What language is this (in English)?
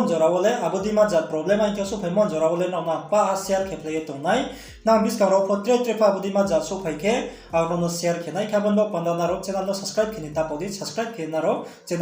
Riang (India)